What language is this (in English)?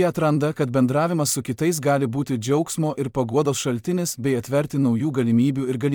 Lithuanian